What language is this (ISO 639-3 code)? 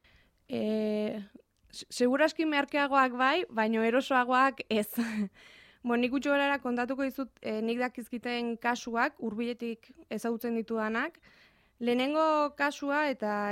eus